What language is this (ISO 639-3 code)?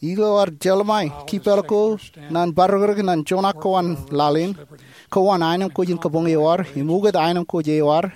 mah